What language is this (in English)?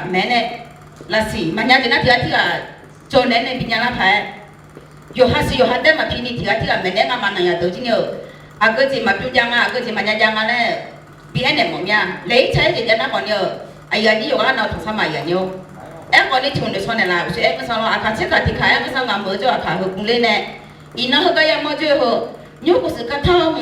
Akha